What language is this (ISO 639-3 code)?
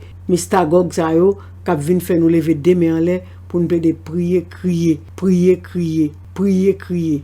hat